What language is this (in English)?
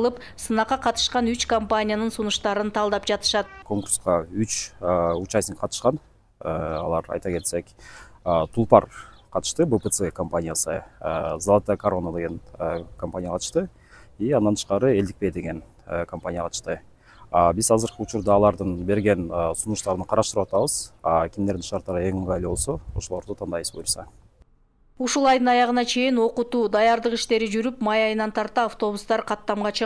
Kyrgyz